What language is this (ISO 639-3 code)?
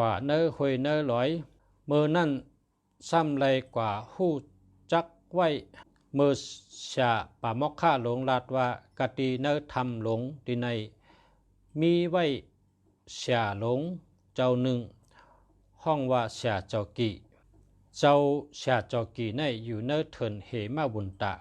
shn